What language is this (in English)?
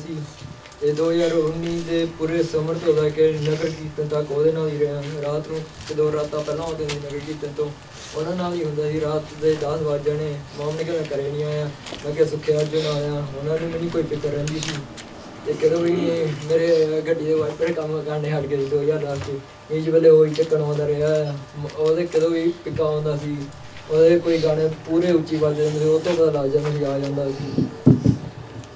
Punjabi